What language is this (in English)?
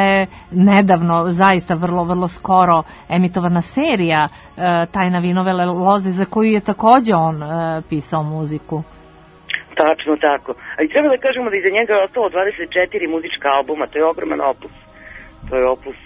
Serbian